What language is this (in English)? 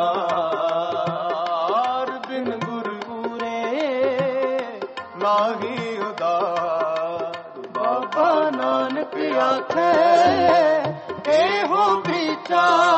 Punjabi